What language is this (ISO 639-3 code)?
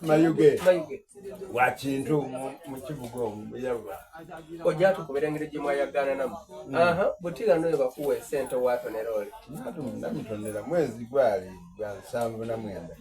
xog